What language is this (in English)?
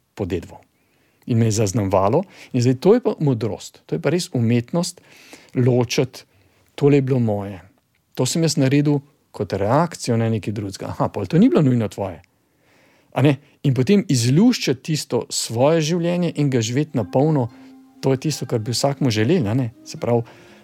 Slovenian